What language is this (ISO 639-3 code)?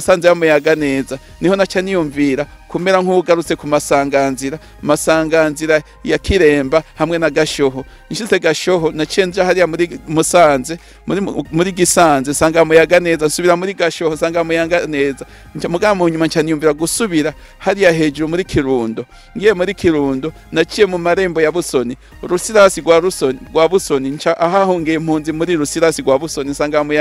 run